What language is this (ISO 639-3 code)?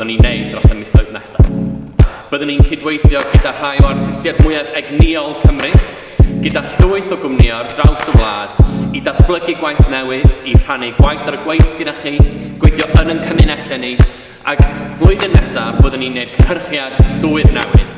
cym